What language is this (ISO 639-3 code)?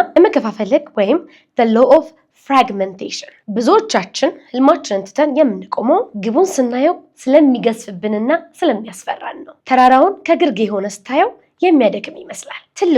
amh